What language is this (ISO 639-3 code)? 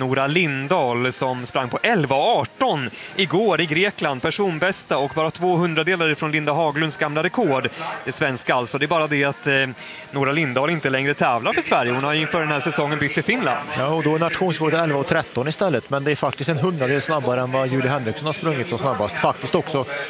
swe